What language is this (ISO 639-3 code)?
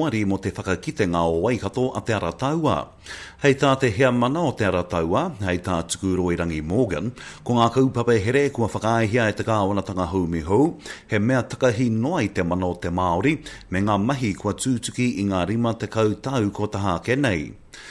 mri